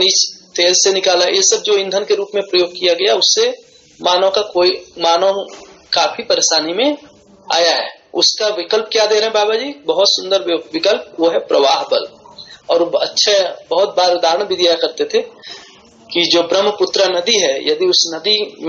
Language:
Hindi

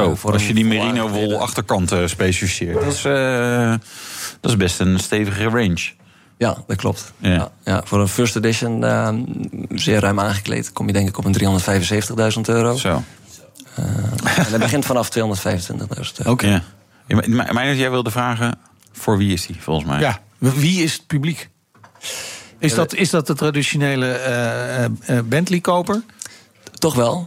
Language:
Dutch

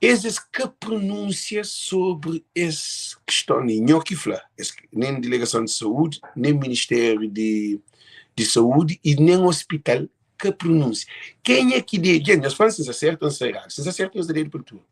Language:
Kabuverdianu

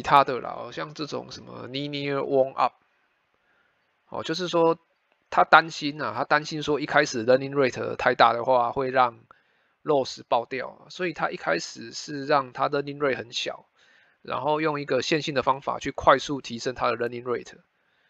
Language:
Chinese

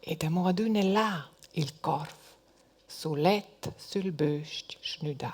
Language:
Romansh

